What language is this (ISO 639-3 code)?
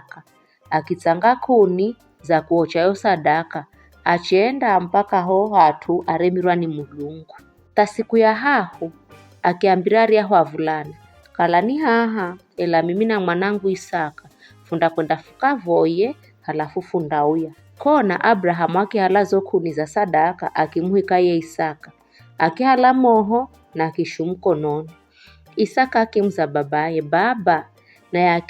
nyf